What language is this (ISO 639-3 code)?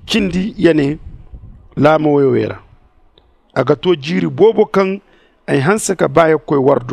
dje